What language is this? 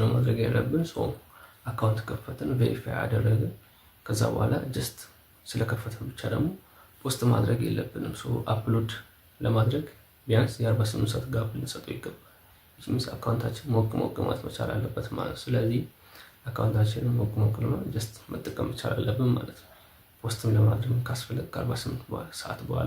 Amharic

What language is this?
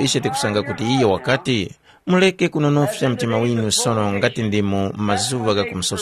Tumbuka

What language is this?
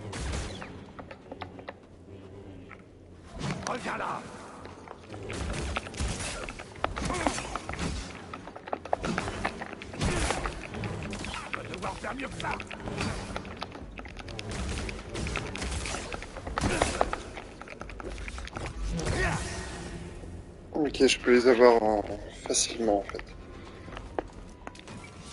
French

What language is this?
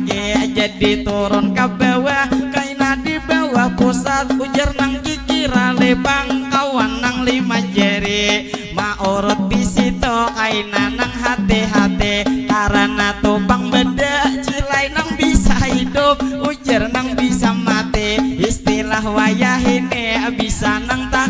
Banjar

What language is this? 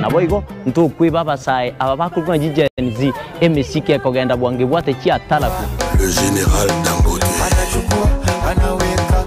Gusii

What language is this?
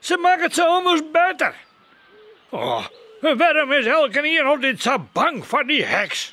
Western Frisian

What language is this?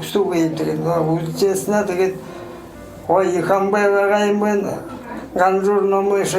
Buriat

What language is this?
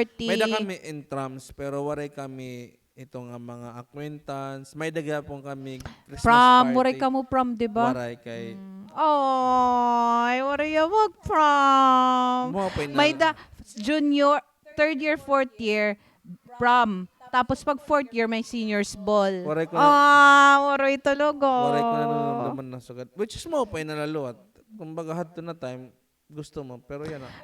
Waray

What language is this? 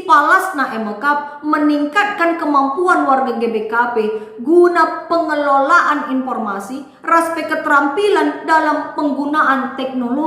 Batak Karo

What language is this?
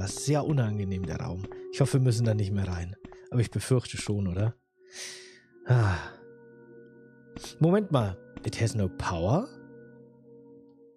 German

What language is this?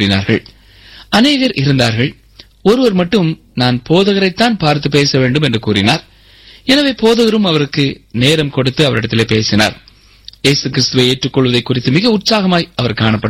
Tamil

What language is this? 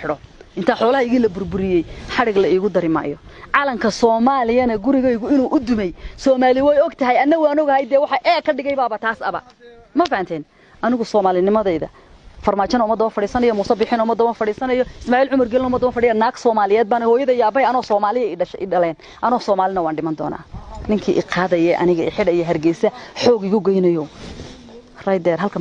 Somali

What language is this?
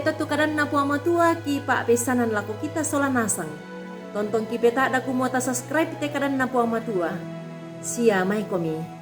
Toraja-Sa'dan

